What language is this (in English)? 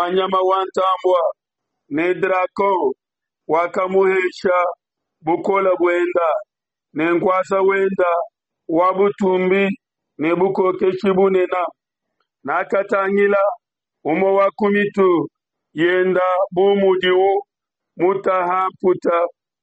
Luba-Lulua